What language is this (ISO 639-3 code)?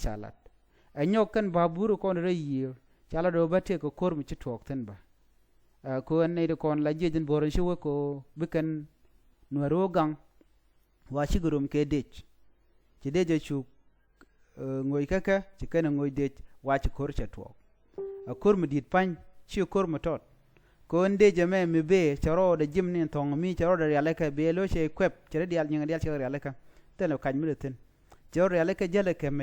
nus